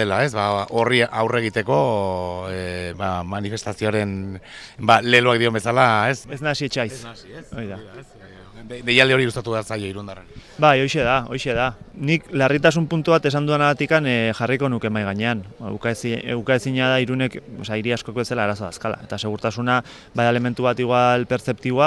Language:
Basque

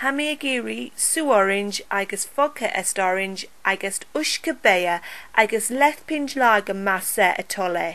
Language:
Scottish Gaelic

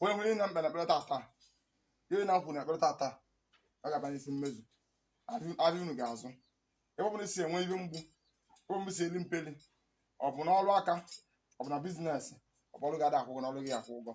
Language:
Igbo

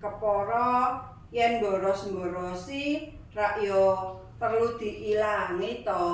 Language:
Javanese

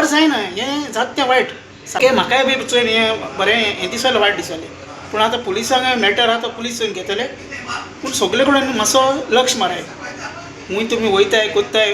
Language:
Konkani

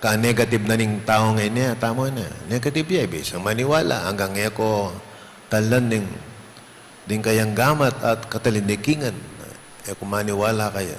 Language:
Pampanga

